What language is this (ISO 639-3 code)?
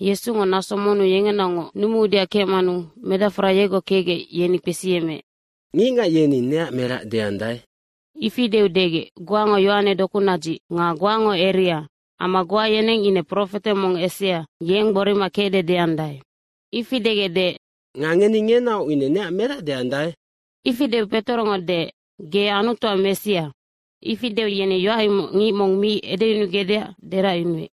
sqi